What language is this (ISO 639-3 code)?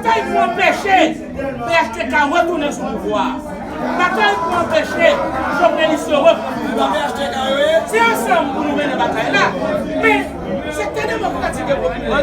hat